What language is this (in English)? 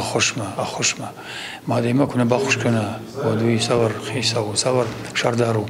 Ossetic